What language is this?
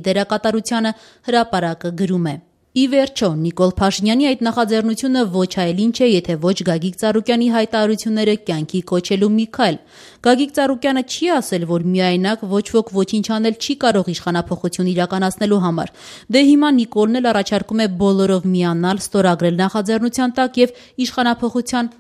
Armenian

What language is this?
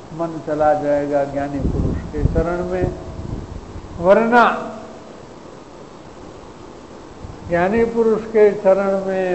Hindi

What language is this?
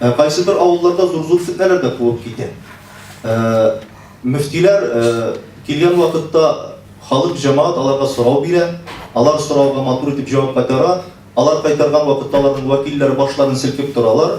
Tatar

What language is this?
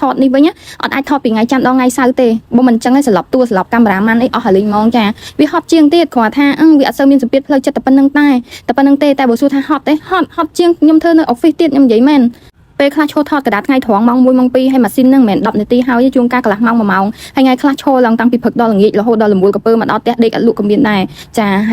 Khmer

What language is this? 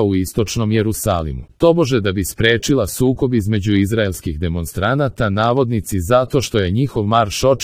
Serbian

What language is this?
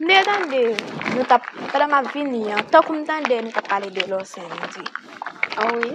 Haitian Creole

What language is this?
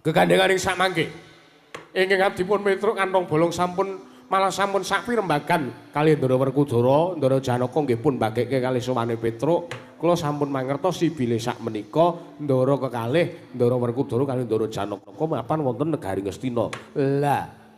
Javanese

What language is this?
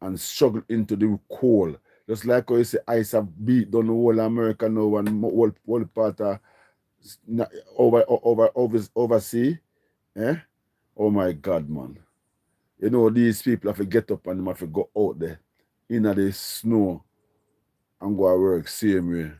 Jamaican Creole English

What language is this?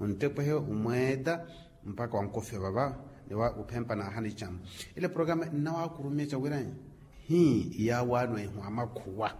Makhuwa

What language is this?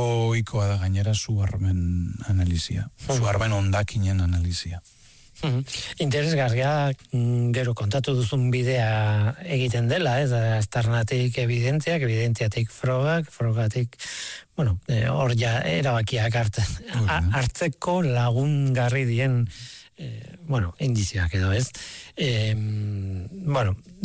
Basque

